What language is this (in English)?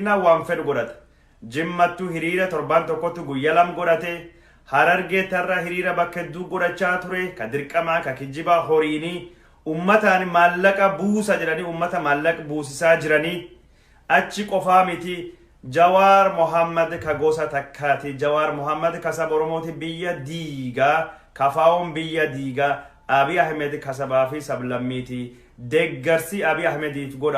Oromo